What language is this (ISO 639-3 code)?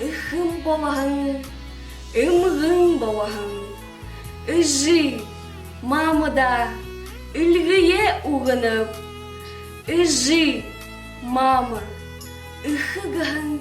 bua